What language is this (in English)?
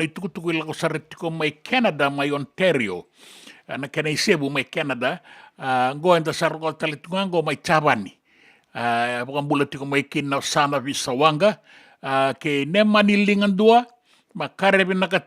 Fijian